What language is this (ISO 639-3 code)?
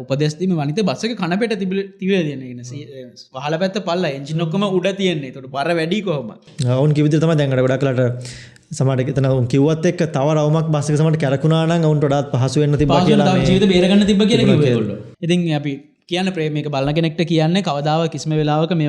sin